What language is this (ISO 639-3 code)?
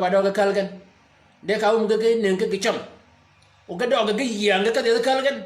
shk